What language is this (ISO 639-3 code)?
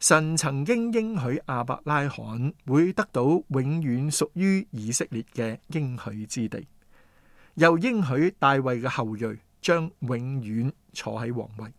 yue